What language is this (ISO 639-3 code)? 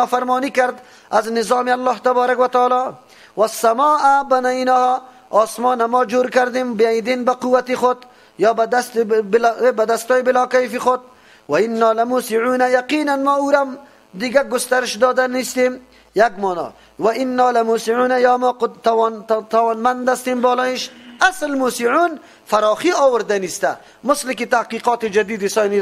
fas